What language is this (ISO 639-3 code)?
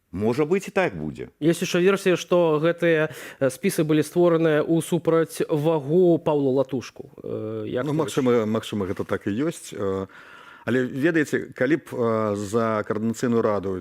bel